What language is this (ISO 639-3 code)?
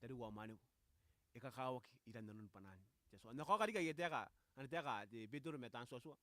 gil